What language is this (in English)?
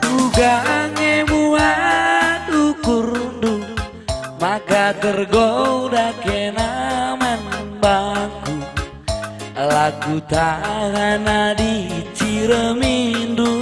Batak Karo